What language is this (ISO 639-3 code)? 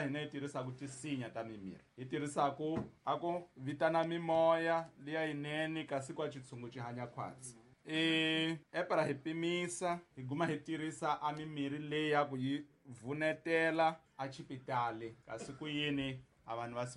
tso